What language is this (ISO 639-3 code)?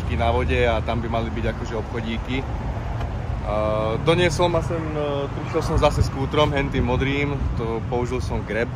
slk